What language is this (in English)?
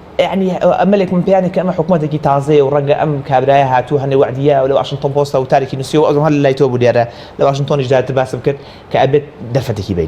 Central Kurdish